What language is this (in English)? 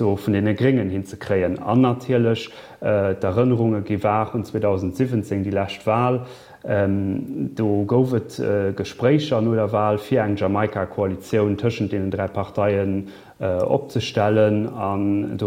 Luxembourgish